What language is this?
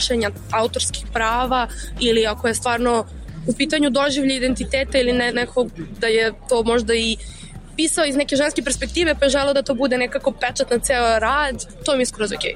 Serbian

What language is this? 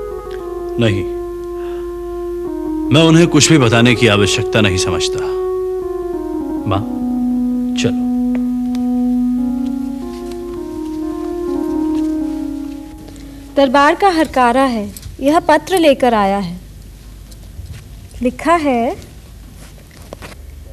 Hindi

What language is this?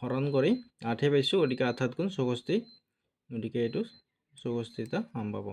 Assamese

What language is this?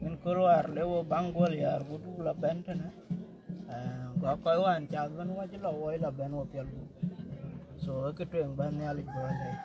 Dinka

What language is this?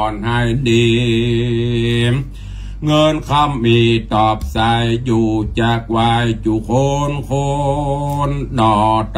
Thai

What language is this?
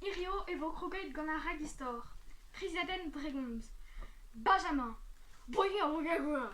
Breton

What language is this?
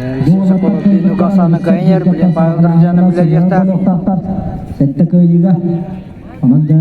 Yakut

